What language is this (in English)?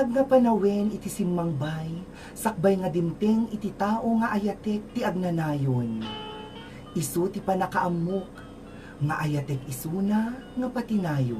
Iloko